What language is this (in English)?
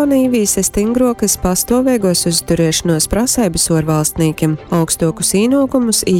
Latgalian